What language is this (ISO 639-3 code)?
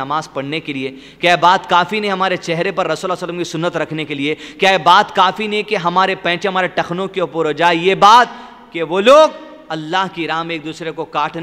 urd